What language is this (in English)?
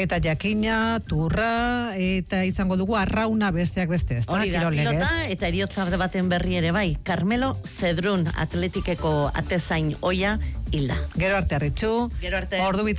Basque